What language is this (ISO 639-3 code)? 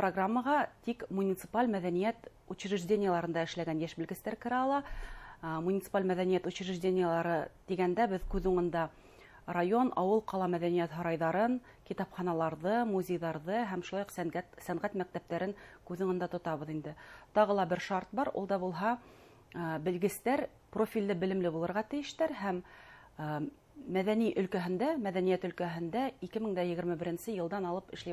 bak